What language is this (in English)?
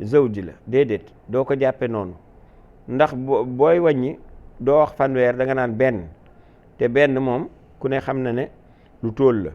Wolof